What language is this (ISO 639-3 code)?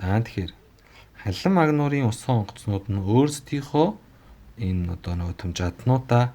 mon